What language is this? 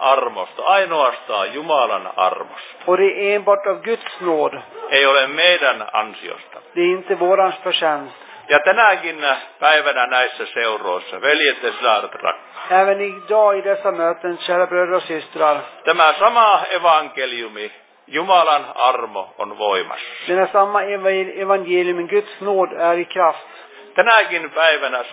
Finnish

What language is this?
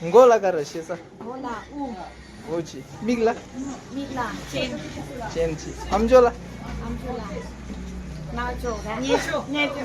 Tibetan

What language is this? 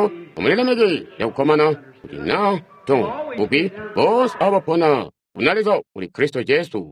Tonga (Zambia)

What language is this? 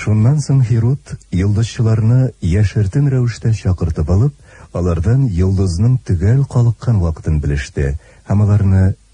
Tatar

